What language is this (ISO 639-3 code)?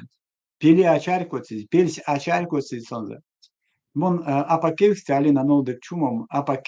myv